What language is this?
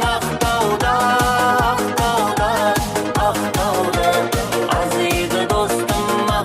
Kara-Kalpak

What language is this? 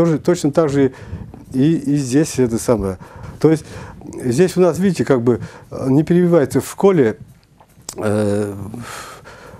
Russian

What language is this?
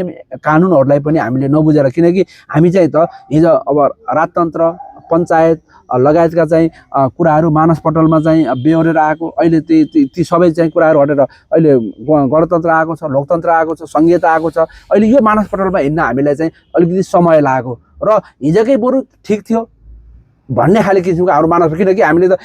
Nepali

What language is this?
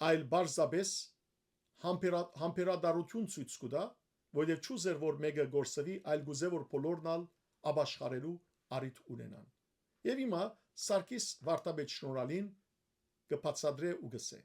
Western Armenian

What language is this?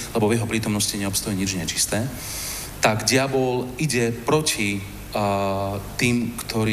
Slovak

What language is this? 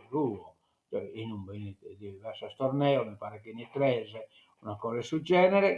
Sardinian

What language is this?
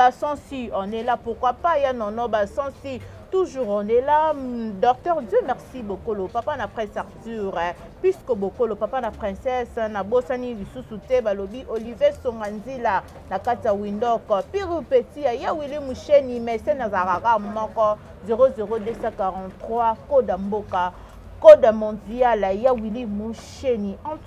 Lingala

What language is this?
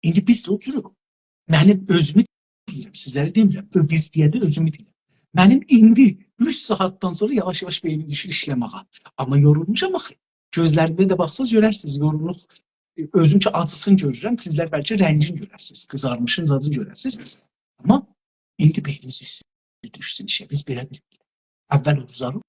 South Azerbaijani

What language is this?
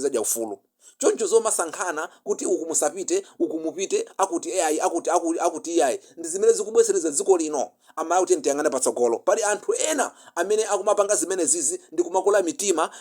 Nyanja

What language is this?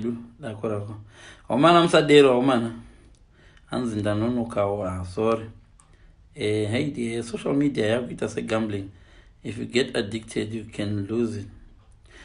Shona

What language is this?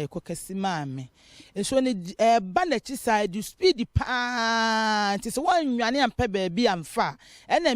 Akan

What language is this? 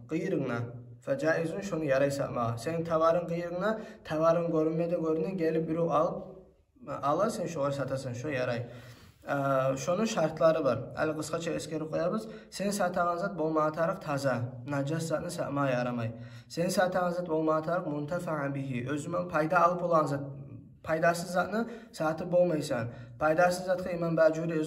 Kumyk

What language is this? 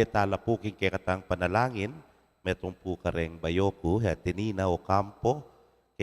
Pampanga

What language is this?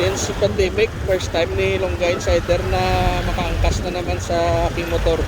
Hiligaynon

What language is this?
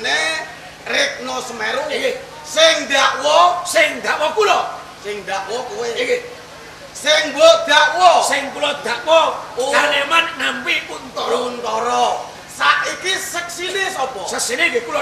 Javanese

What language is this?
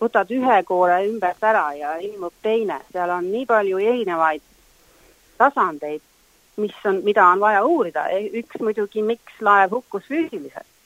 Estonian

